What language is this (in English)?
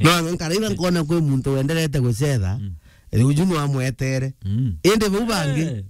Meru